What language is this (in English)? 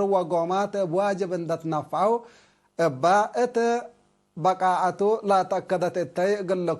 Tigre